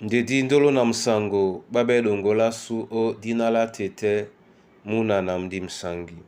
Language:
Duala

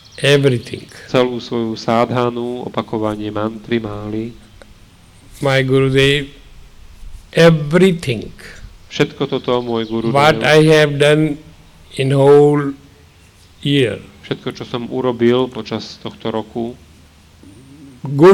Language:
Slovak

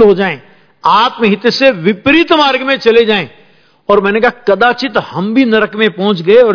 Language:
Hindi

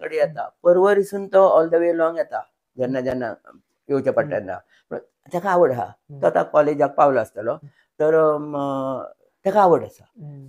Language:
Konkani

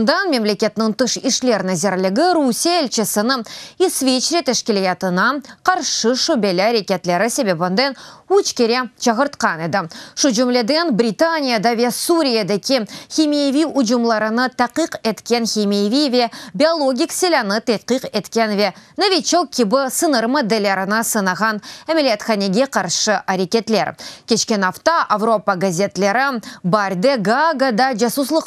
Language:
Crimean Tatar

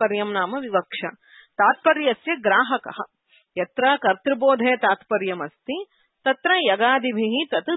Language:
Sanskrit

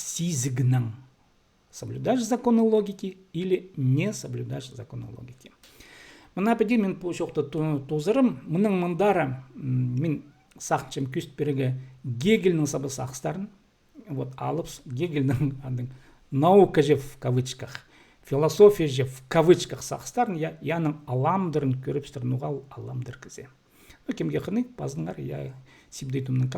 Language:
Khakas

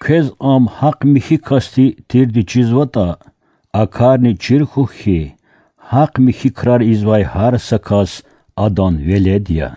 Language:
Lezghian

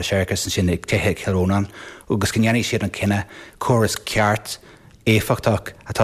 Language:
Irish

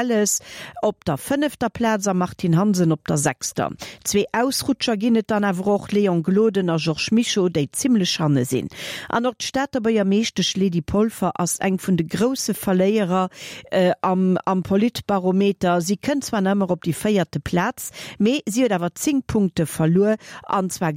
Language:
Luxembourgish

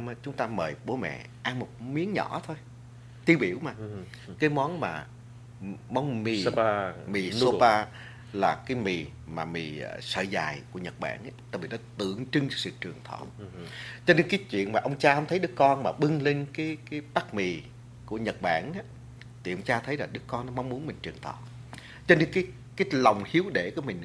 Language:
Vietnamese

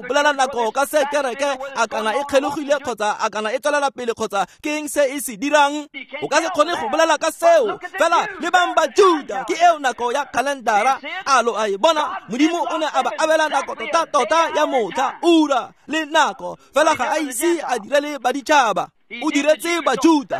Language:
Tswana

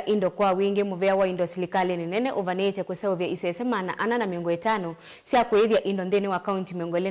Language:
Kamba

